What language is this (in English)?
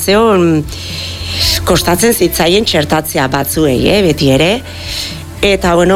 Basque